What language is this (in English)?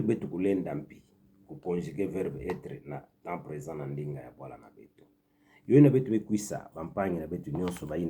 Kituba (Democratic Republic of Congo)